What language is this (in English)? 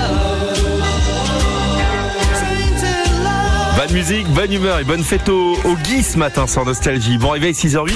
French